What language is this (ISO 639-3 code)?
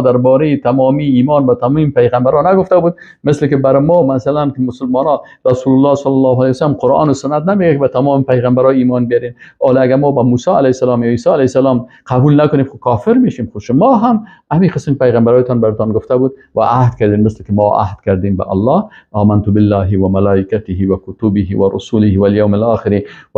fas